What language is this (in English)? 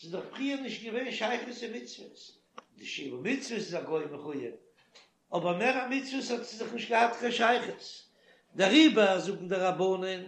Yiddish